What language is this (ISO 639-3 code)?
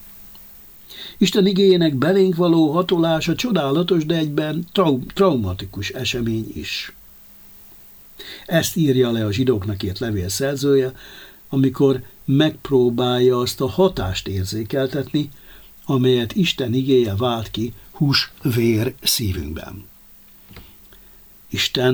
hun